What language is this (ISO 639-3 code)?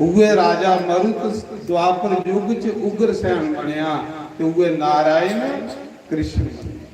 doi